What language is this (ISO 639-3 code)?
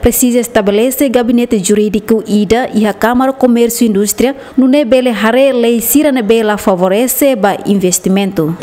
tet